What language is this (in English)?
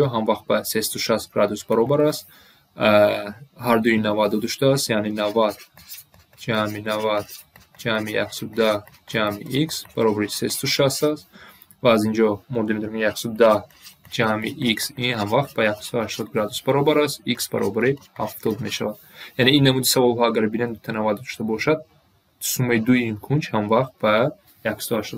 Tajik